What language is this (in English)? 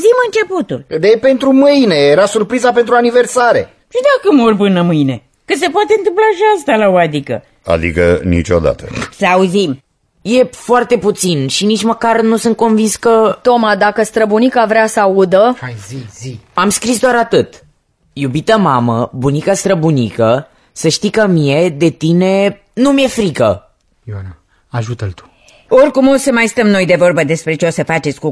Romanian